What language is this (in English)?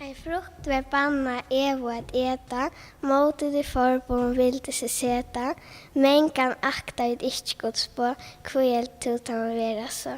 Faroese